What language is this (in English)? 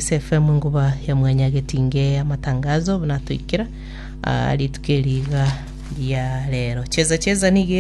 Gusii